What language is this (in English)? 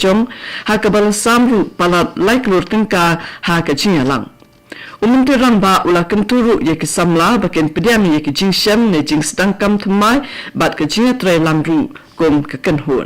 Khasi